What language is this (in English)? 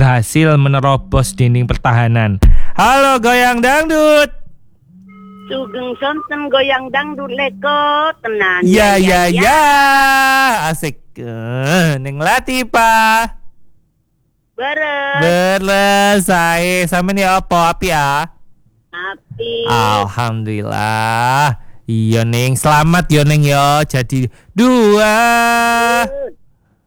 Javanese